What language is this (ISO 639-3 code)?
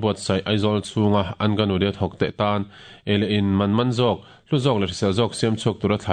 lus